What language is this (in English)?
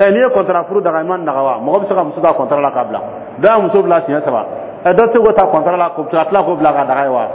Dyula